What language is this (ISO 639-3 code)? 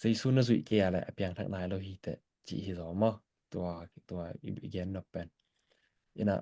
ctd